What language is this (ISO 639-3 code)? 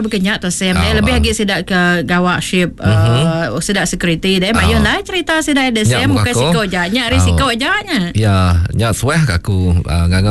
iba